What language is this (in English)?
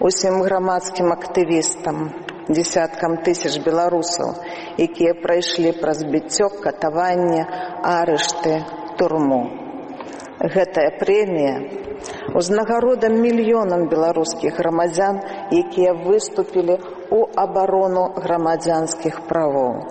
Belarusian